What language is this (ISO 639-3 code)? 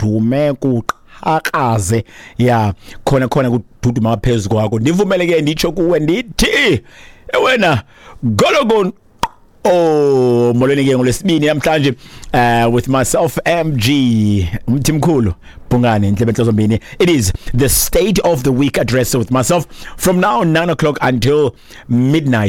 xho